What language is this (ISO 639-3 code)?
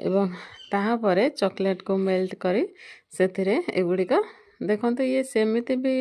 ori